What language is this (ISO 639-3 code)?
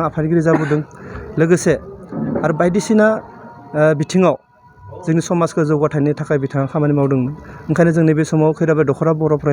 brx